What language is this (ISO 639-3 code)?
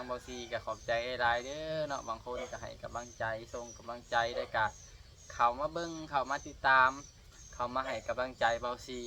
lao